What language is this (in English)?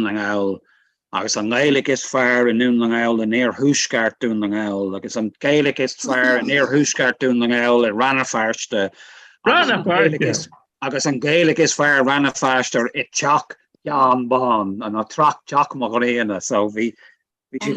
Irish